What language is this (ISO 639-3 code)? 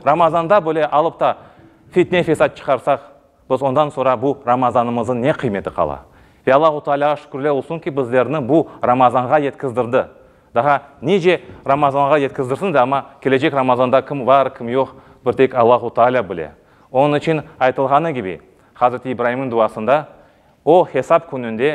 crh